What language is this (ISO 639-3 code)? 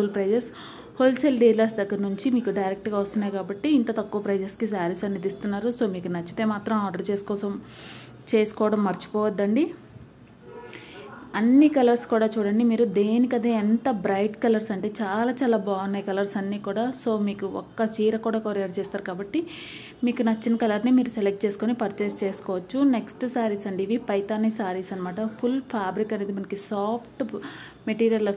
tel